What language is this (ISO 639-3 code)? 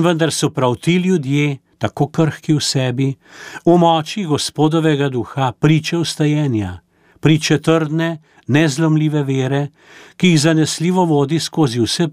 slv